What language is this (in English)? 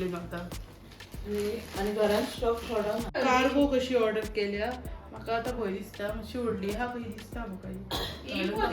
Konkani